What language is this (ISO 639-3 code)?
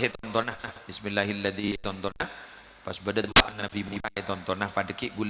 mad